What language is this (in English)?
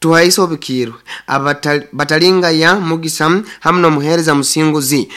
Nyoro